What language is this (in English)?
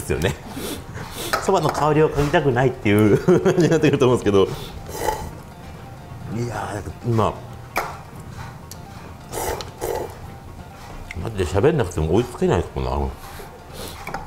Japanese